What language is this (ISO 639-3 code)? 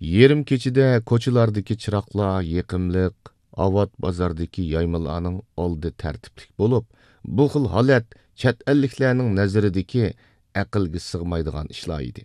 uig